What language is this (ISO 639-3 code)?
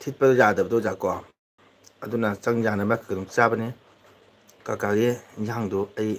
mni